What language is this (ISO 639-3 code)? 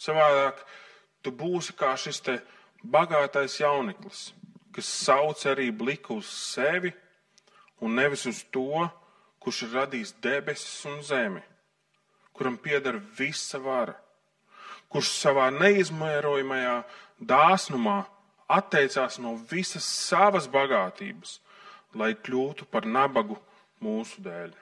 lav